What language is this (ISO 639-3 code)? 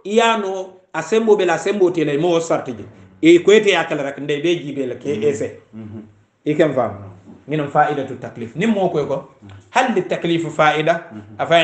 hau